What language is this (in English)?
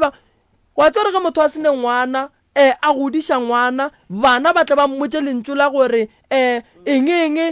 Northern Sotho